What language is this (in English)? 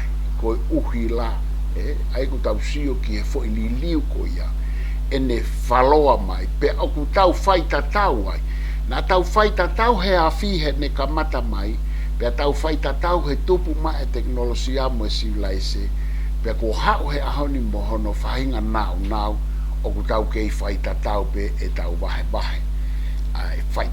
Tongan